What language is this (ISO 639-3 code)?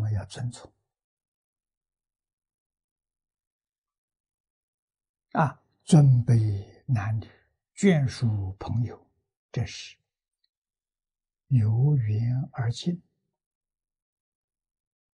zho